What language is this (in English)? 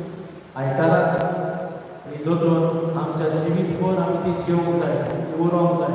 Konkani